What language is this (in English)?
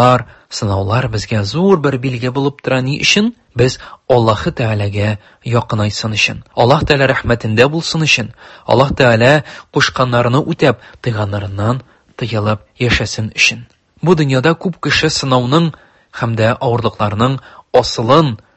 Tatar